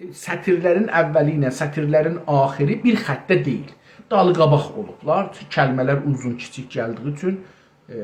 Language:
South Azerbaijani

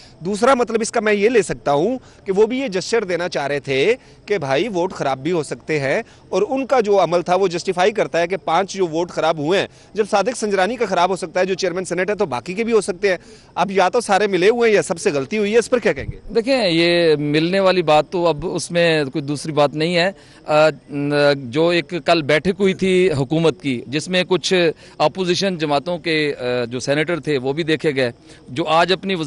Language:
Urdu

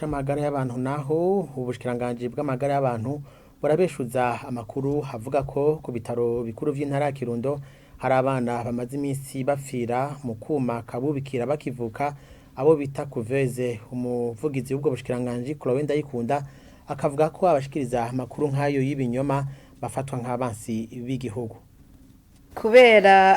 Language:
Rundi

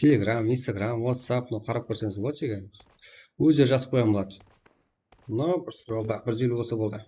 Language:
Kara-Kalpak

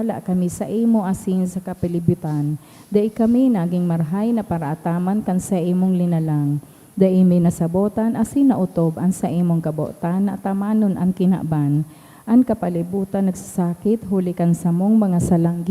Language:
Bikol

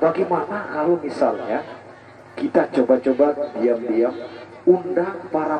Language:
Sasak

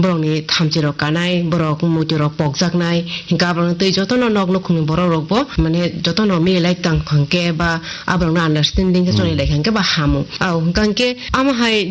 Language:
Kok Borok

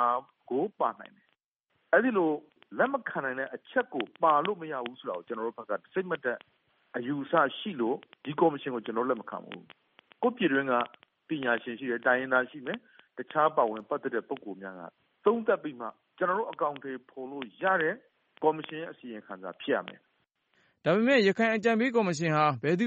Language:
Burmese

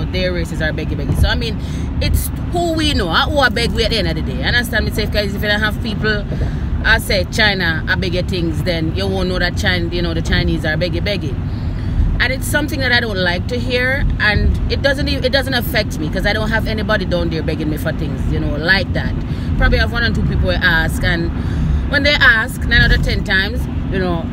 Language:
Jamaican Creole English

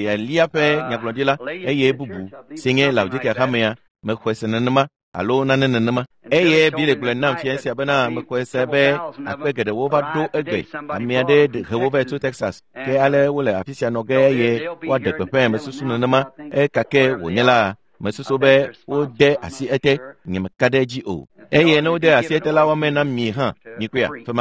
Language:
Ewe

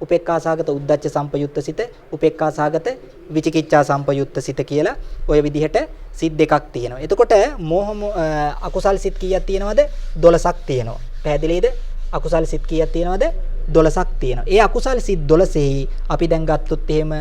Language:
Sinhala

